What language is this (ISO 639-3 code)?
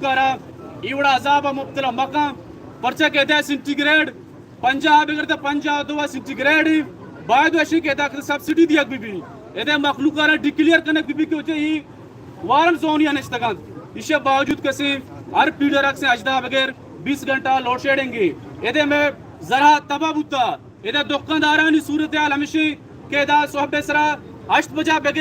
bal